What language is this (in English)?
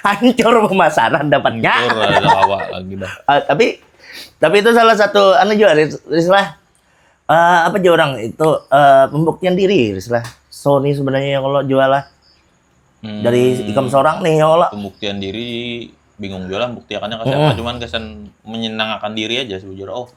Banjar